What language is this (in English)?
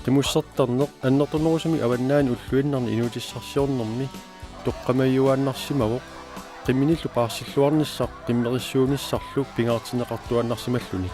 Kalaallisut